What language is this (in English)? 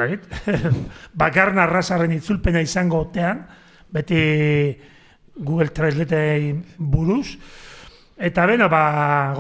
Basque